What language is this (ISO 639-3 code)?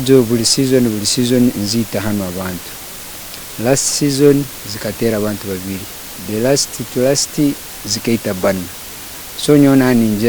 nyn